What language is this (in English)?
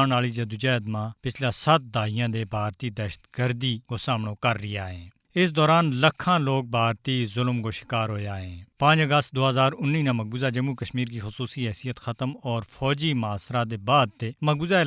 Gujari